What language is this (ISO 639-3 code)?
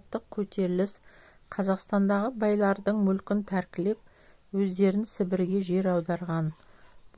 kaz